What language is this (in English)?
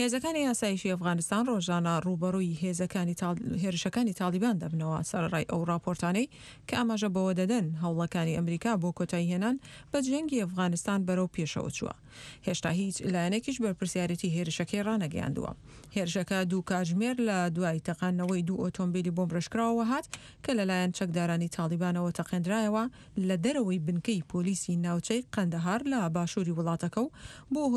Central Kurdish